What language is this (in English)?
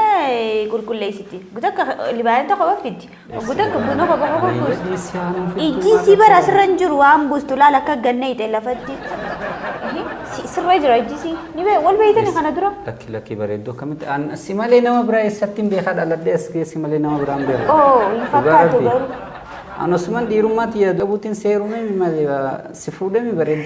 Oromo